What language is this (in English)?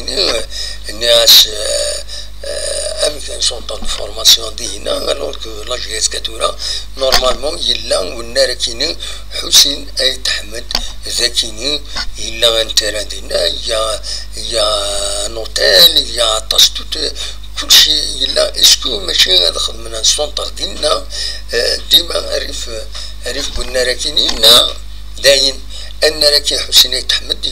Kabyle